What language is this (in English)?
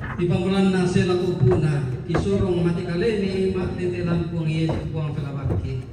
Toraja-Sa'dan